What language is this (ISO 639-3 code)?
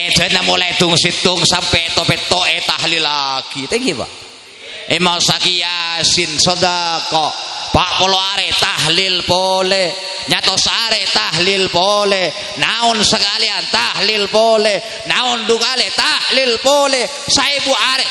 mad